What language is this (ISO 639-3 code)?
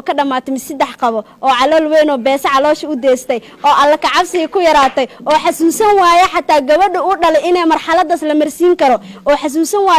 som